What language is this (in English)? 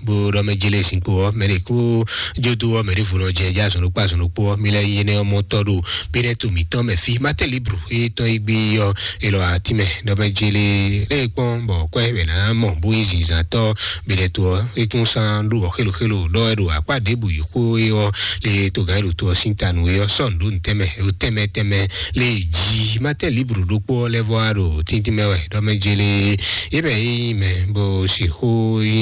Fon